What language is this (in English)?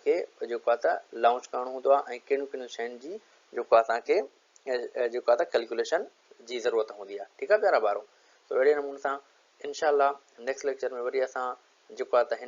Sindhi